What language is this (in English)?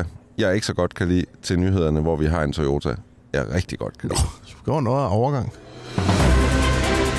Danish